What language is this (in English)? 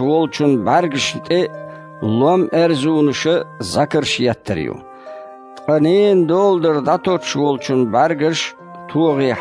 Chechen